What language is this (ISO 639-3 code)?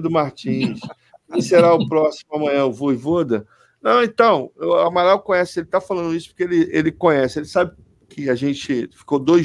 por